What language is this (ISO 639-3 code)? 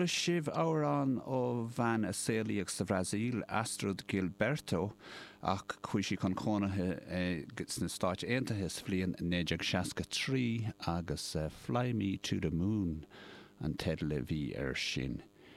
gle